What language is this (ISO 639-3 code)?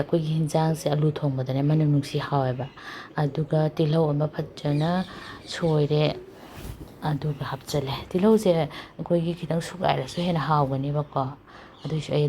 mni